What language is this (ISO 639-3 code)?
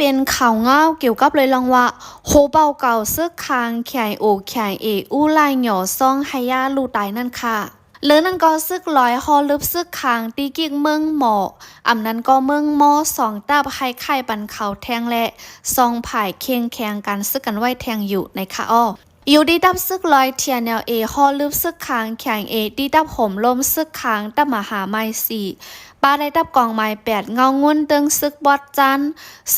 shn